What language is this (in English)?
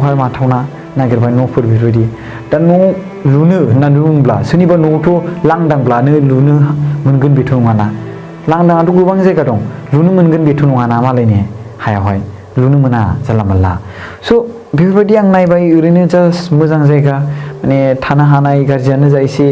Bodo